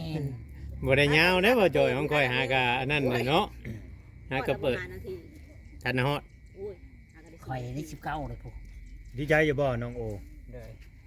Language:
Northeastern Thai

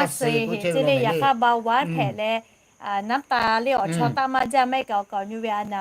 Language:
Lahu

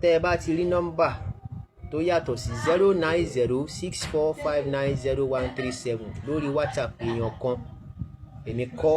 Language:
Yoruba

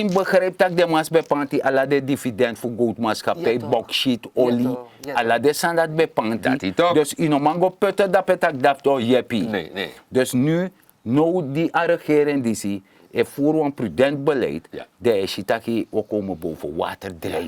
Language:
Sranan Tongo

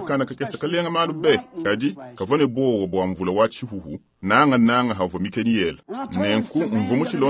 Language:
Luba-Lulua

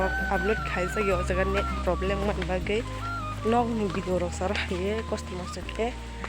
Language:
Kok Borok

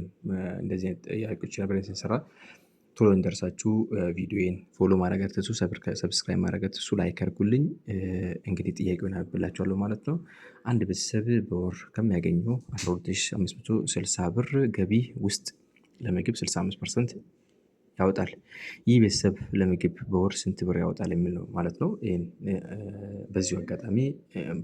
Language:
Amharic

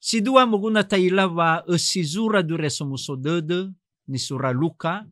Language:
Nias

